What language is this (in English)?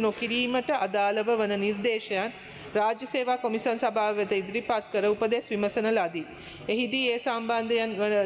Sinhala